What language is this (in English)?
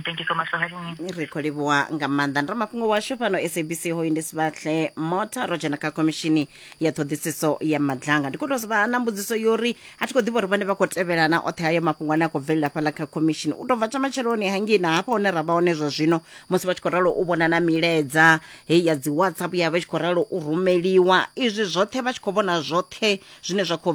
Venda